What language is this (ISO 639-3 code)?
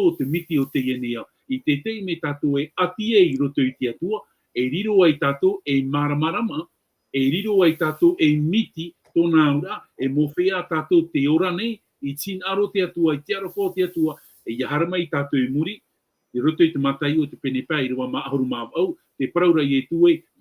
tah